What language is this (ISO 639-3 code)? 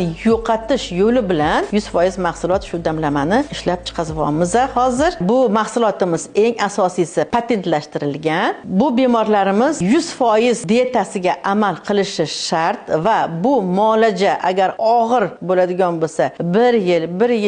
uzb